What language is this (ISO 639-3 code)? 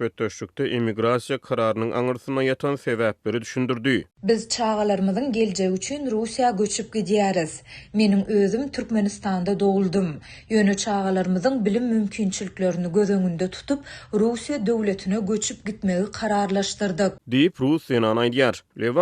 tuk